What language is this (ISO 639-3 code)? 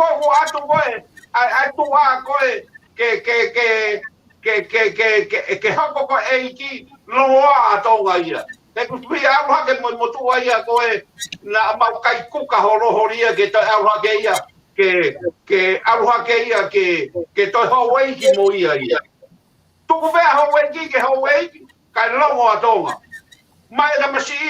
ton